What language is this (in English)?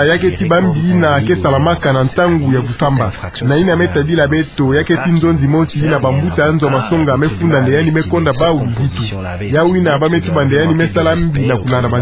Kituba (Democratic Republic of Congo)